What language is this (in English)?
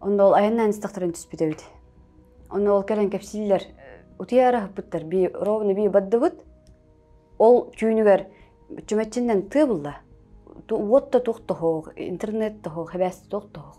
Yakut